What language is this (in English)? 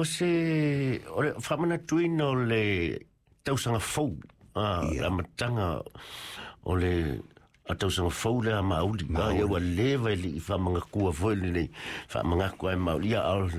Samoan